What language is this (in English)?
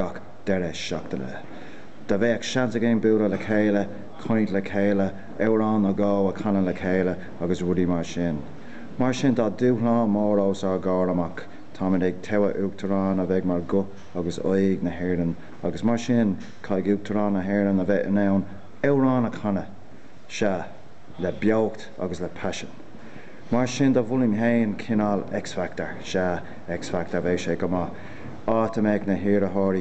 Irish